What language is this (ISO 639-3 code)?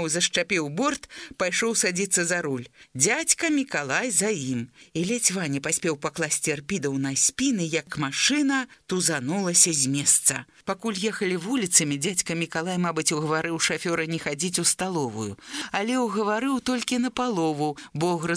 bel